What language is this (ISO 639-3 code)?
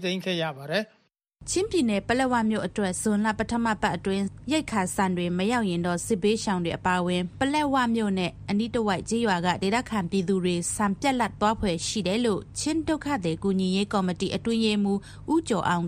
mya